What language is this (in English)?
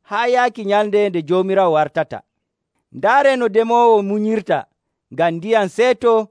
Nigerian Fulfulde